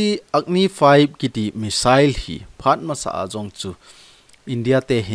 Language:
Thado Chin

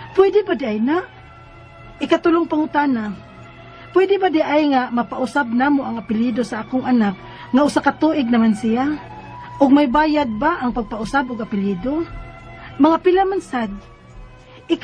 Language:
Cebuano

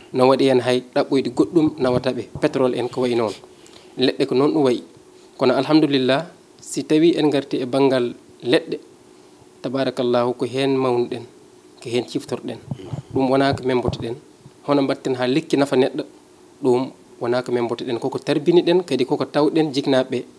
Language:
Fula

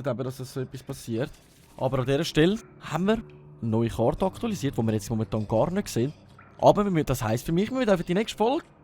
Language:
Swiss German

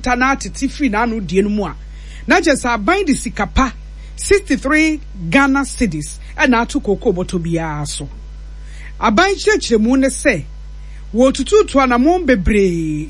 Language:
Akan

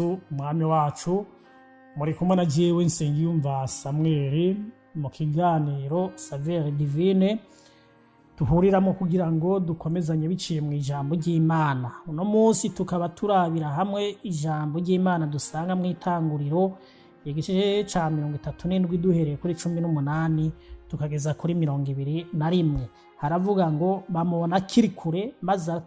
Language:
Rundi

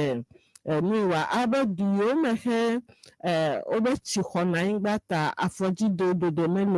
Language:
Ewe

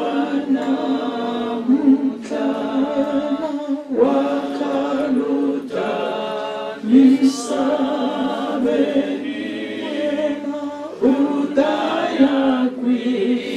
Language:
Venda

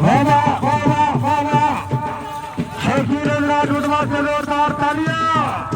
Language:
Saraiki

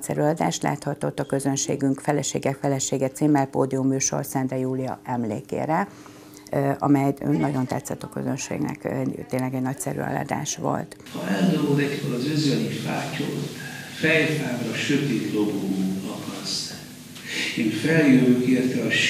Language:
Hungarian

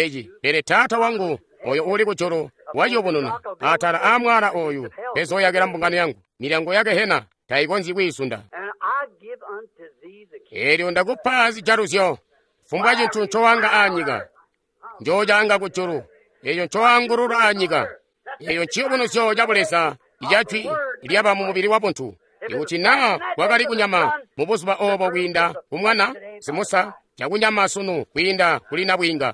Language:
Tonga (Zambia)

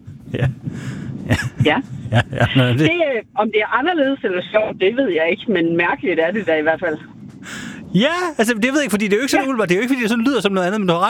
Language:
Danish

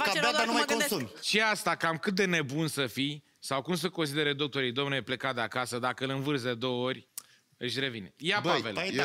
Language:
Romanian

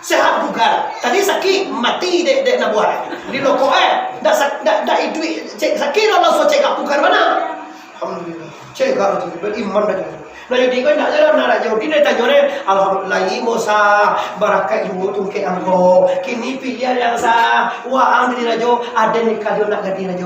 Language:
Minangkabau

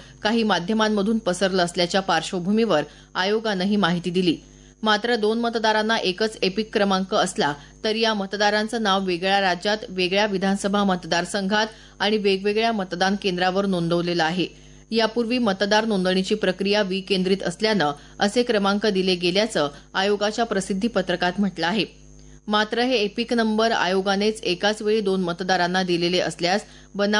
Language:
Marathi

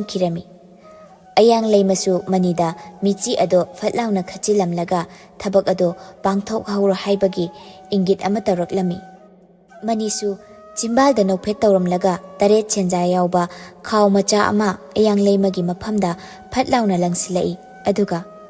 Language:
Manipuri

